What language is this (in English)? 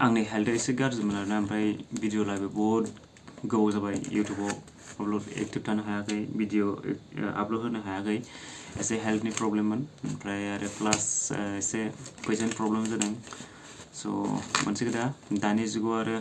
Bodo